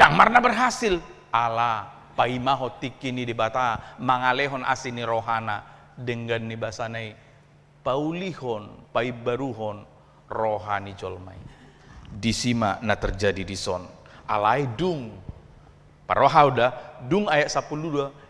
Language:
Batak Toba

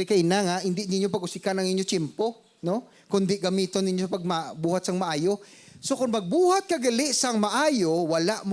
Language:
Hiligaynon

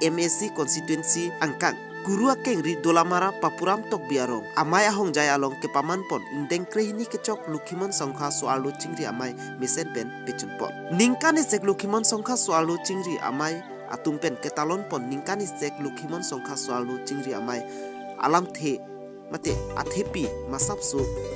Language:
Karbi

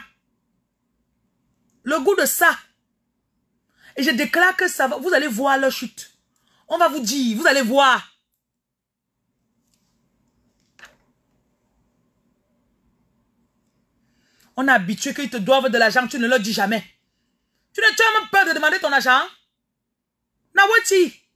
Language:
French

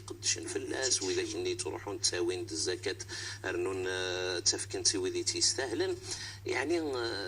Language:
Moroccan Arabic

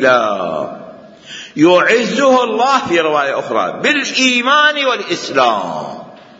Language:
Mesopotamian Arabic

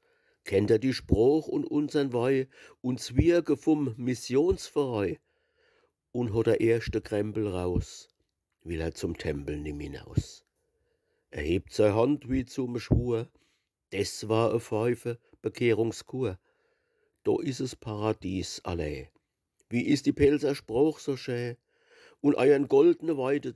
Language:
Palatine German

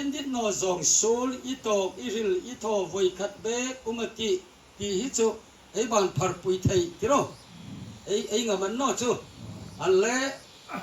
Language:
Hmar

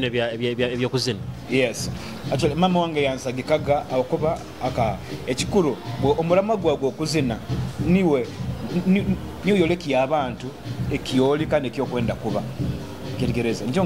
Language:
Nyoro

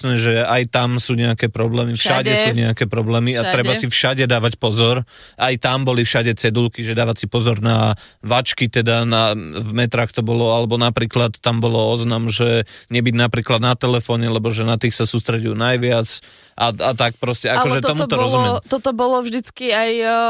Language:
Slovak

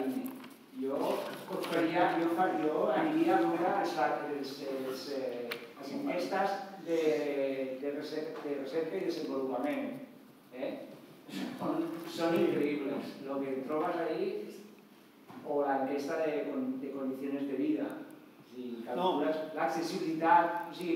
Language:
Catalan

